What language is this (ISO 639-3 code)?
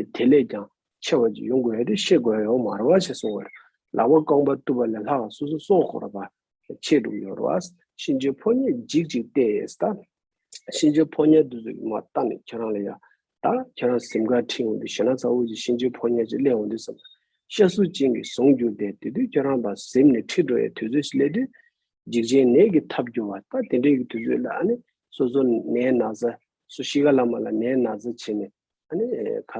bod